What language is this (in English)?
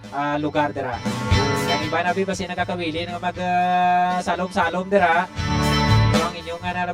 Hiligaynon